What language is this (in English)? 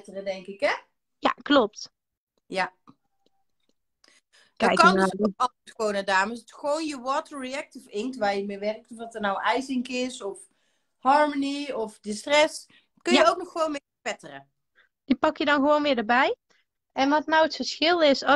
Dutch